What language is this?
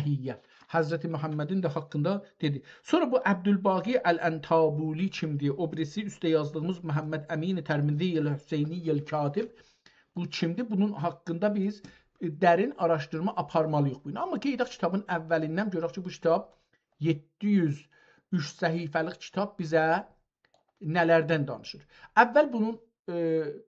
South Azerbaijani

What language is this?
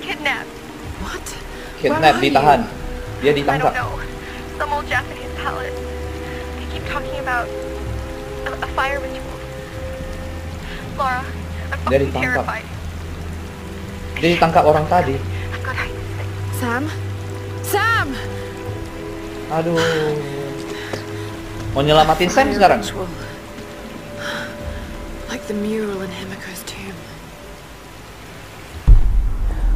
Indonesian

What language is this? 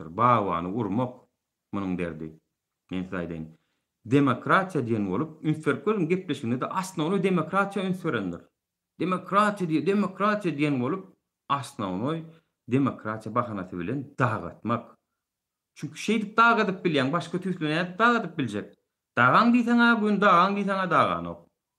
Turkmen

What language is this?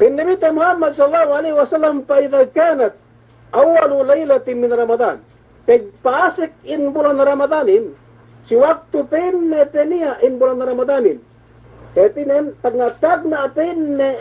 Yakan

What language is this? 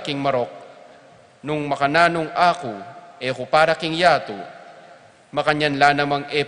Pampanga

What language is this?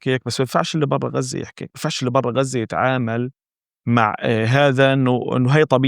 North Levantine Arabic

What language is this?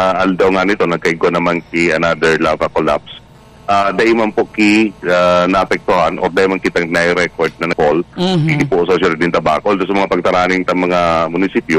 Bikol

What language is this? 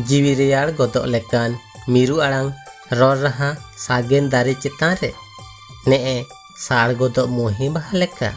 Santali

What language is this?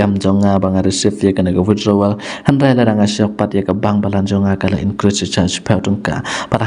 Khasi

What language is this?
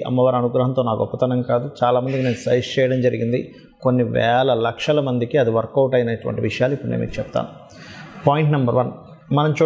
Telugu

